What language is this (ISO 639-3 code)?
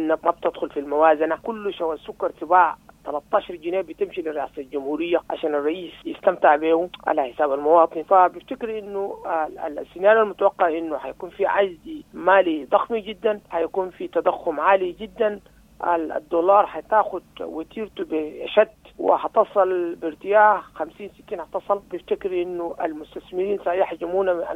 apd